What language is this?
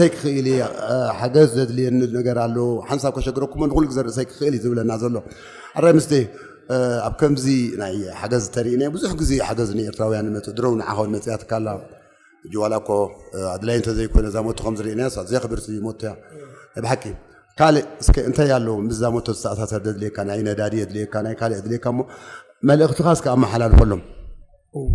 Tigrinya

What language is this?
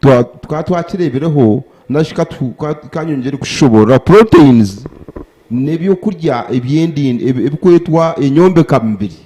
Nyankole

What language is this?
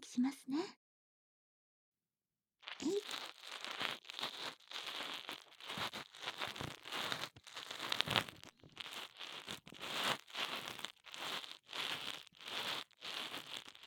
Japanese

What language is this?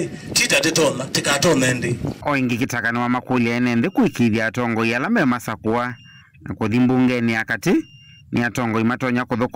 Kamba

